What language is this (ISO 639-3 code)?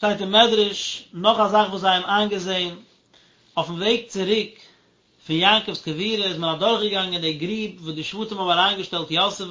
yid